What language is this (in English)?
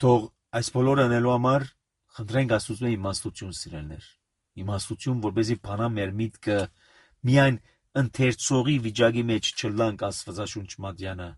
Armenian